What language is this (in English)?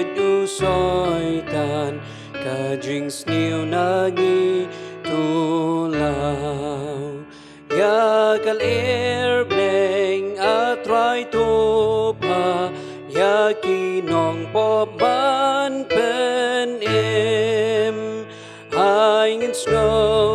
Khasi